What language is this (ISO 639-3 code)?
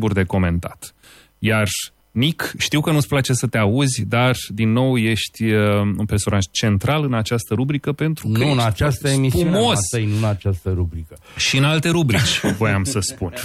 ron